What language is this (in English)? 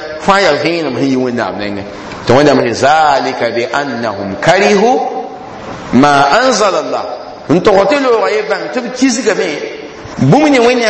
Mossi